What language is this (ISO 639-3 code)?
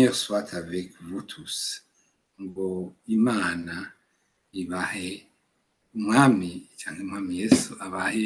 run